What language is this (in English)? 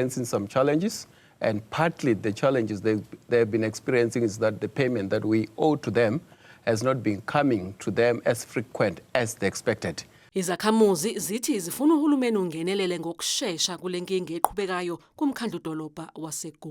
Zulu